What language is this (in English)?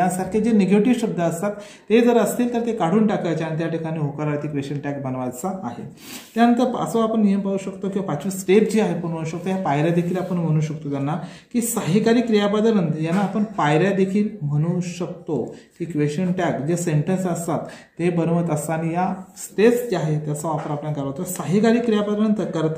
Marathi